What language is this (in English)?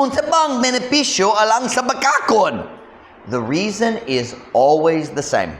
Cebuano